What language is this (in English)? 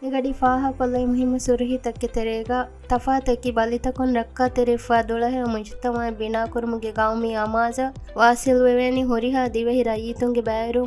Divehi